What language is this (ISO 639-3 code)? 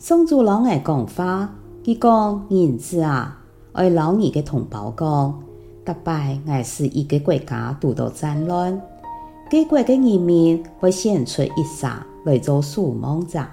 hak